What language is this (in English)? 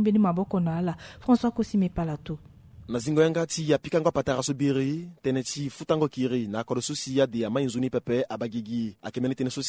Sango